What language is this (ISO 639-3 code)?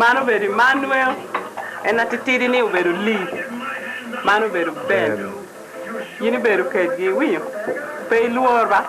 laj